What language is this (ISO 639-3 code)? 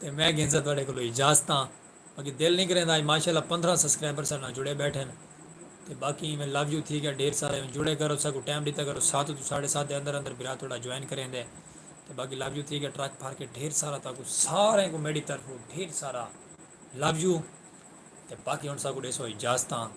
skr